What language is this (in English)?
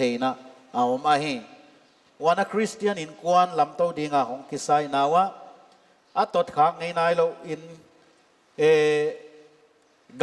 Paite Chin